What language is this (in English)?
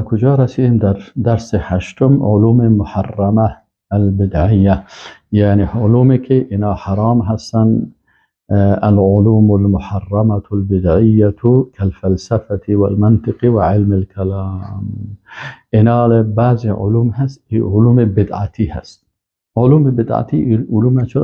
Persian